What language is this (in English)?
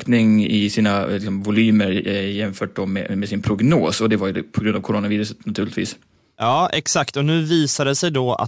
Swedish